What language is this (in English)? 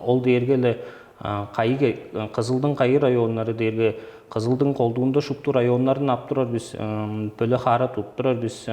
Tuvinian